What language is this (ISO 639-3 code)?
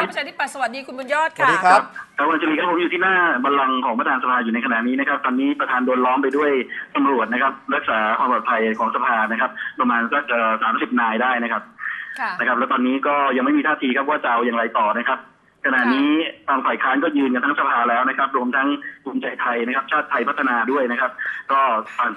tha